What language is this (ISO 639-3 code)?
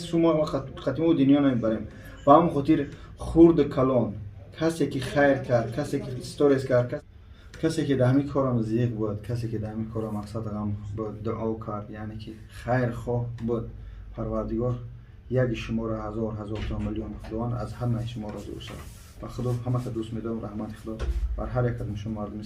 tgk